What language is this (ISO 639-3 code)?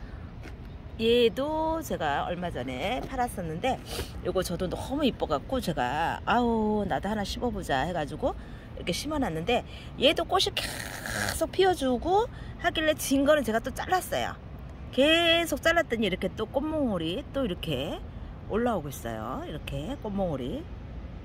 kor